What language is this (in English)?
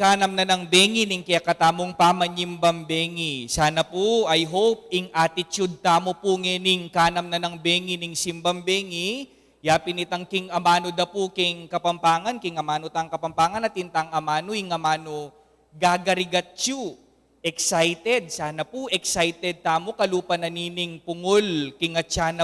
Pampanga